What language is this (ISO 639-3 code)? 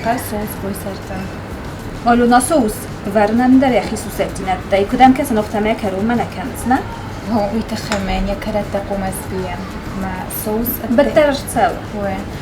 oss